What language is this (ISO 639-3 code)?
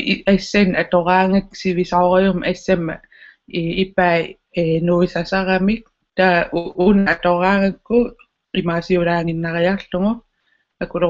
kal